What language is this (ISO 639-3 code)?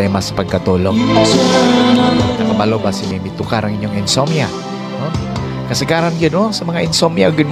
ceb